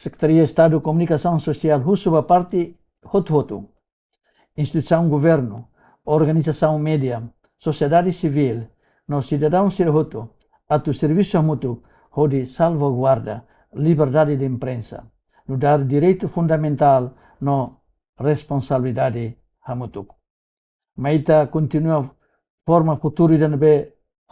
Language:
Tetum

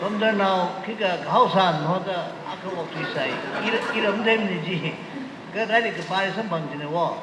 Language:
Tangkhul Naga (India)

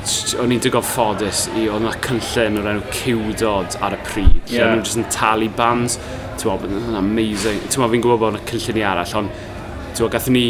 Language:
Welsh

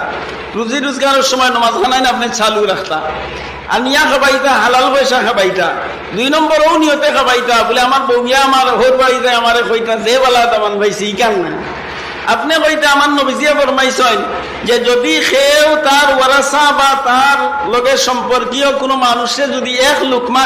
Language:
Sylheti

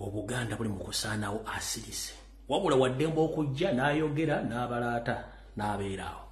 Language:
Ganda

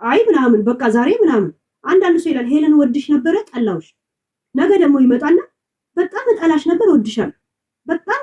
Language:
Amharic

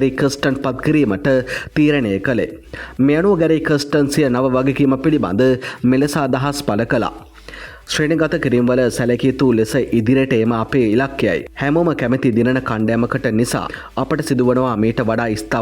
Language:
Sinhala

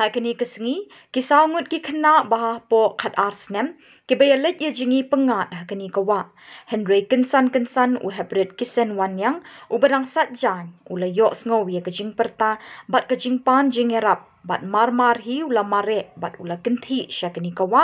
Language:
Khasi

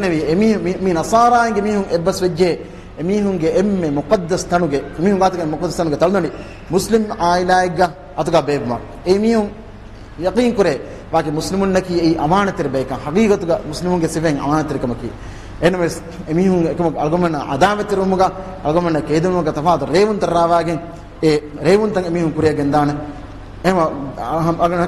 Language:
Divehi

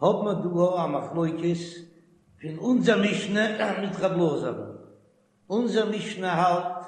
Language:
Yiddish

